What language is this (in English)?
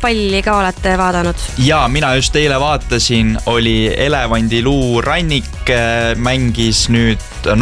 Estonian